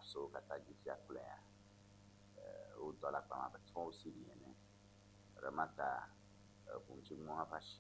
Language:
Ewe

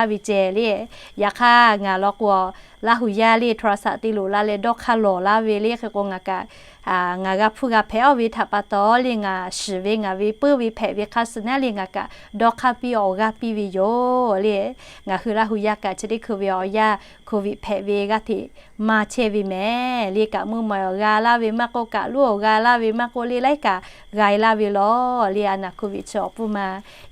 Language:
Lahu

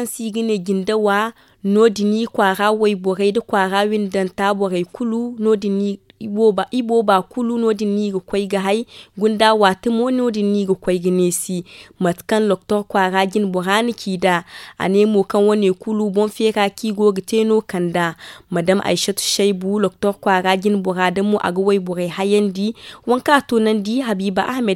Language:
Zarma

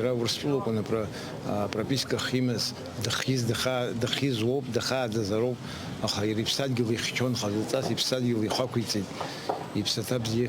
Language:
Abkhazian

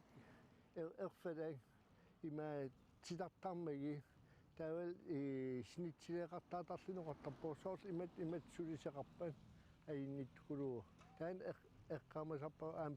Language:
Kalaallisut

